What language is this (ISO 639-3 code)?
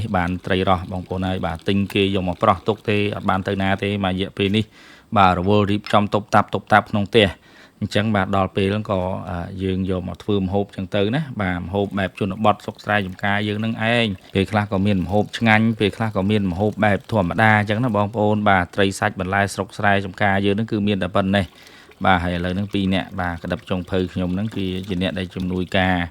khm